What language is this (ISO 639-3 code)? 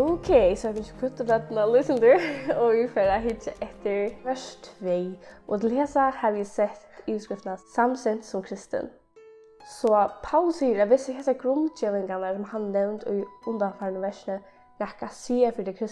fao